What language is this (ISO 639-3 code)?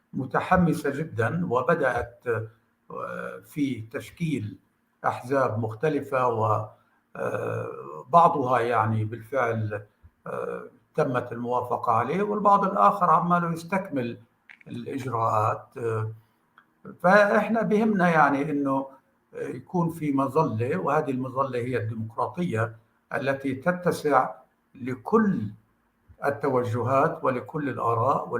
apc